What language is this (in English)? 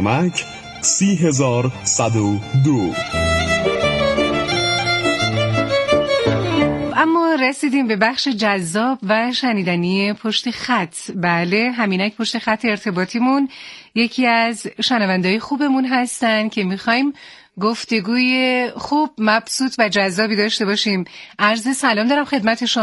Persian